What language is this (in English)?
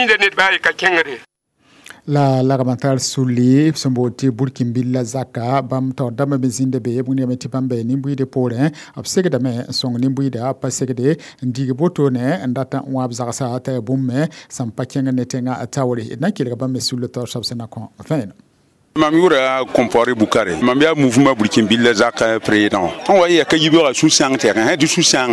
Mossi